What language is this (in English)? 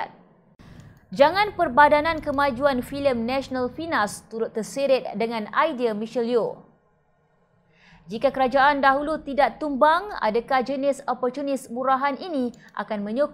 Malay